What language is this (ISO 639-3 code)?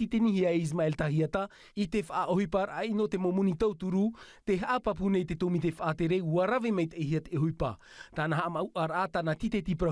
tah